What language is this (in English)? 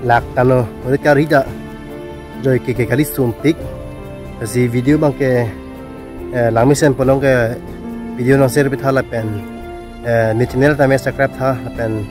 Karbi